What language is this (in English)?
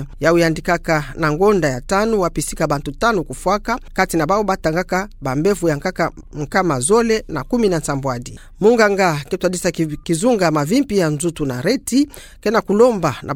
Kituba (Democratic Republic of Congo)